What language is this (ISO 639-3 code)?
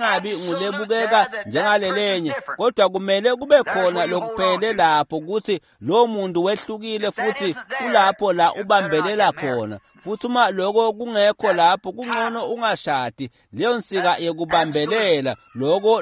ssw